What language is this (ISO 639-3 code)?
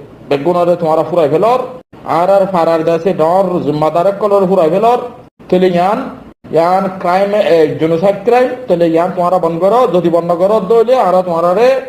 rhg